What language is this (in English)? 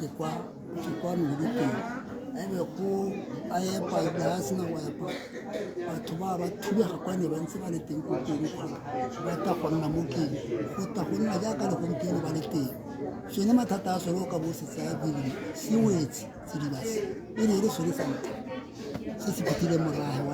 Tswana